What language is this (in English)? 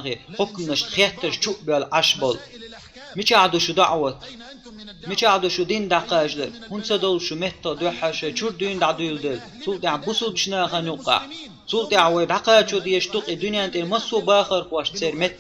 Chechen